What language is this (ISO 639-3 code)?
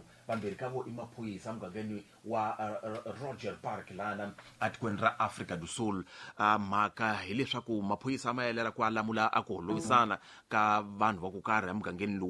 tso